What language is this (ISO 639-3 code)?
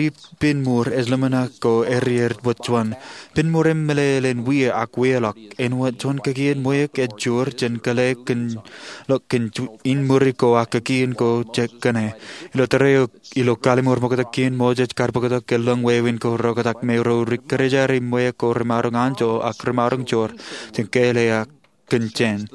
mah